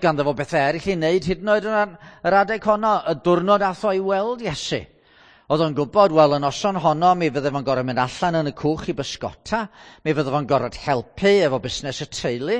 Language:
Welsh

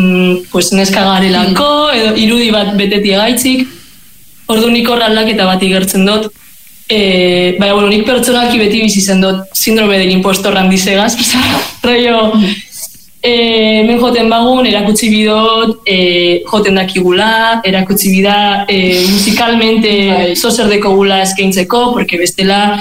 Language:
Basque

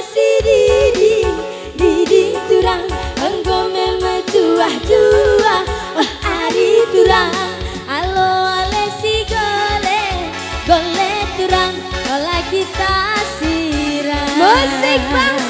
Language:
Batak Karo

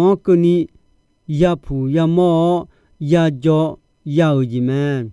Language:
Akha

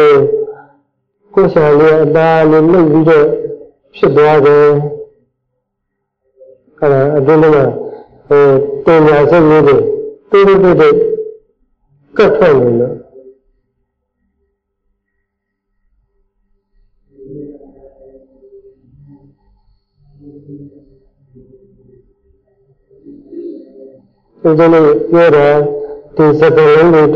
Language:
Burmese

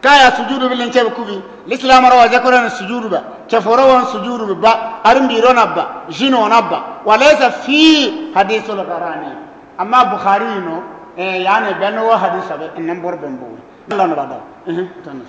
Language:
Bissa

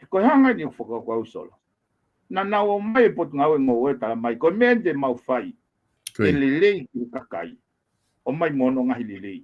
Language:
Tongan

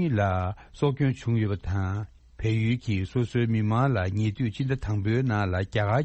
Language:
Tibetan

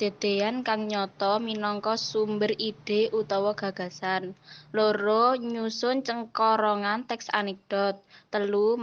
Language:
Javanese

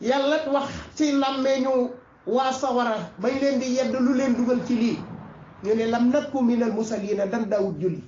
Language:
Wolof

